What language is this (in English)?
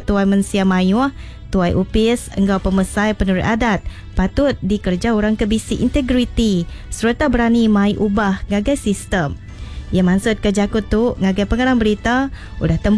Iban